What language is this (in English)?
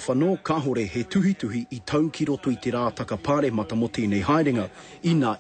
Māori